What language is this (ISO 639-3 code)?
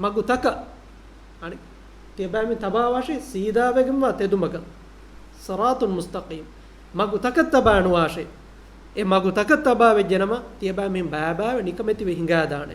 div